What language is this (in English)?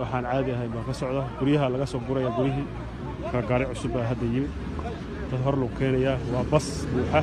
Somali